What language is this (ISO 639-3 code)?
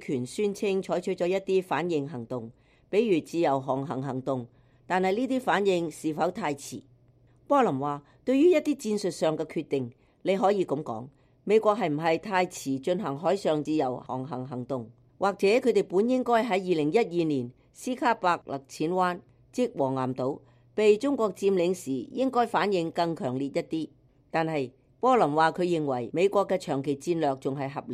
yue